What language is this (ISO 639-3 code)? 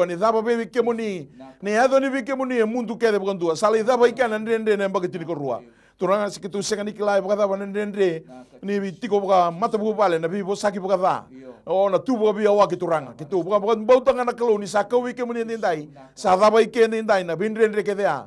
fij